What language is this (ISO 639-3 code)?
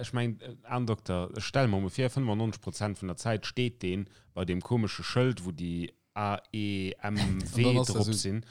ltz